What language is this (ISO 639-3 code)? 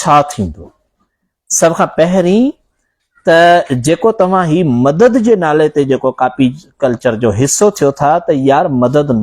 snd